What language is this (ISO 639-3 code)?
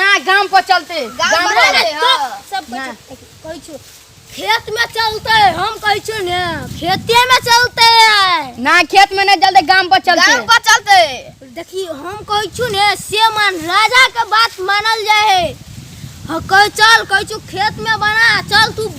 mai